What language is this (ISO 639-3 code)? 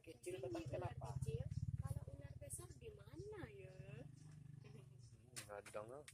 min